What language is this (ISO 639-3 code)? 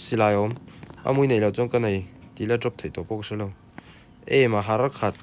lus